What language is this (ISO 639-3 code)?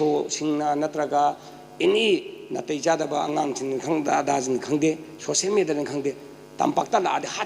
mni